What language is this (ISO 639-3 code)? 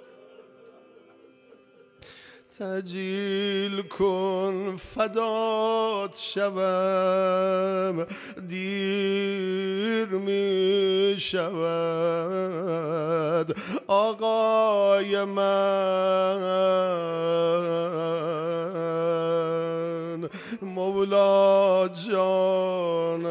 fas